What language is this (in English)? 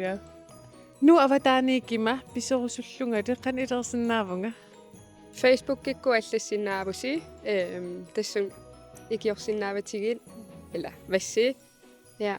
Kalaallisut